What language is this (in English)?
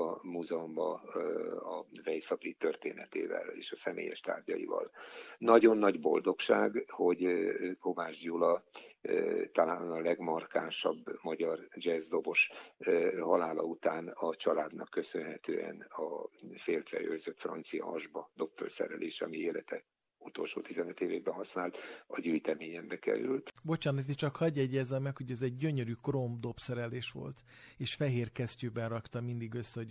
Hungarian